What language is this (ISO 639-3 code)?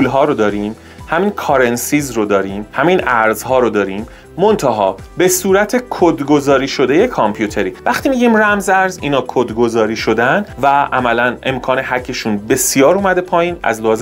fas